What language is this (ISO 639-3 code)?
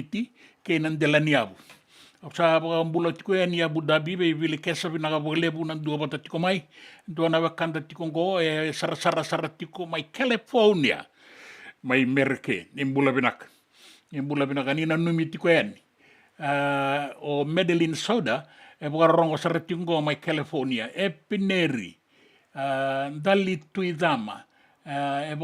fij